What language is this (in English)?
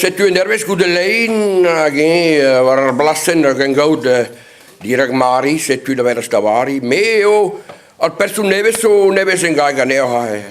Breton